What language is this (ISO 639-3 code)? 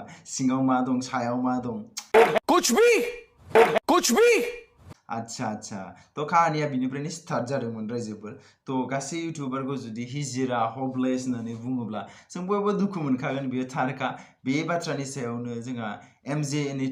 brx